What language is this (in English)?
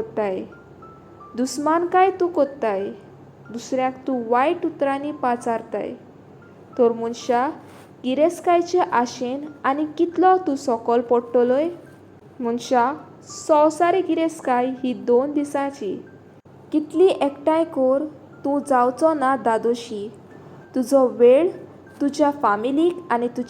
Konkani